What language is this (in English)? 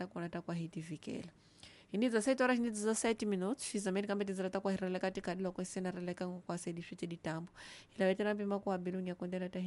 Tsonga